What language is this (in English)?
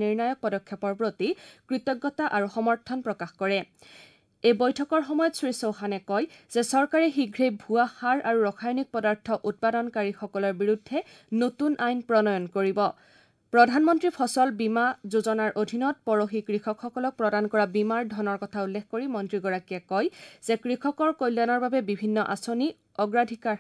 Assamese